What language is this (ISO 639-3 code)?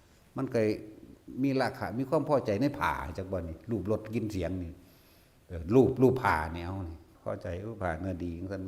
tts